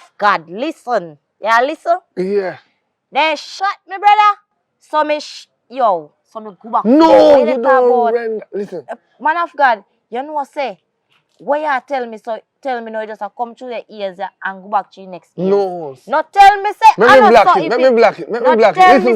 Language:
Jamaican Creole English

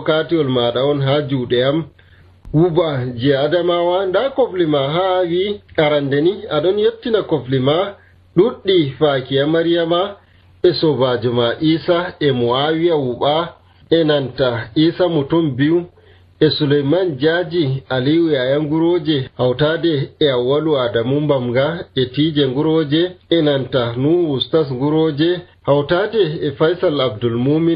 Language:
Nigerian Fulfulde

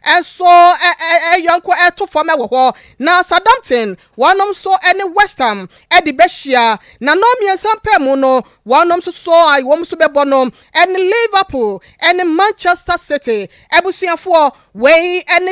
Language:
Akan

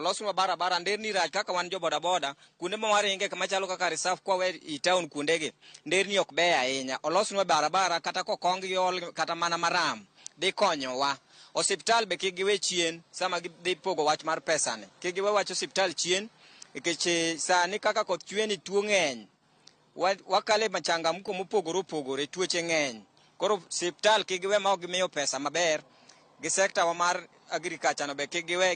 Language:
Luo (Kenya and Tanzania)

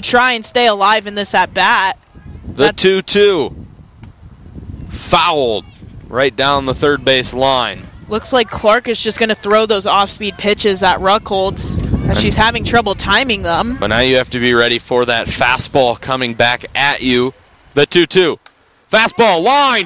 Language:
English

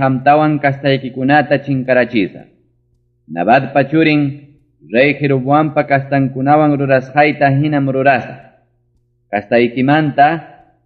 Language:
Ayacucho Quechua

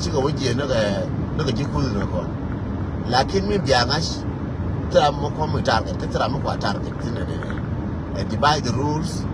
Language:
Nuer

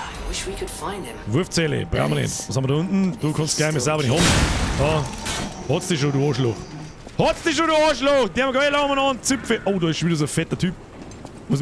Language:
Bavarian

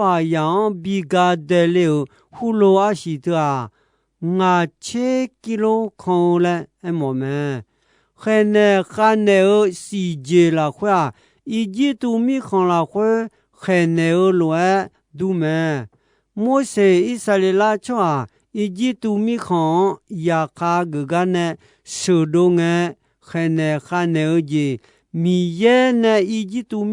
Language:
Akha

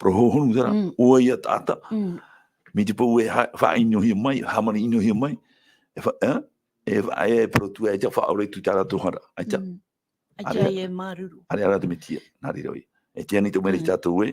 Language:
Tahitian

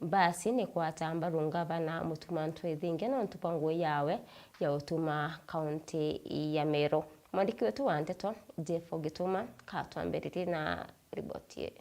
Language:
Meru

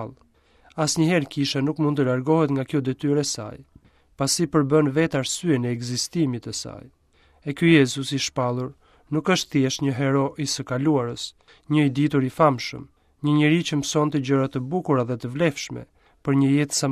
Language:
Albanian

